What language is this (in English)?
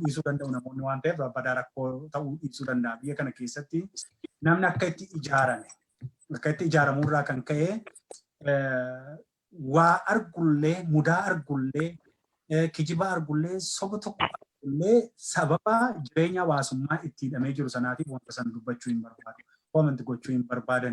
Oromo